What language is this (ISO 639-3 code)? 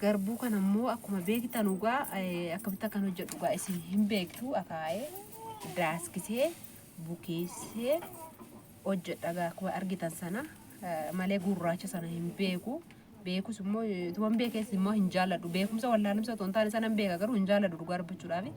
orm